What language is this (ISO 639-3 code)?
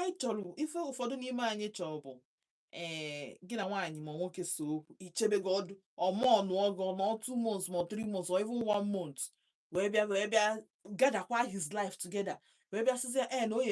ibo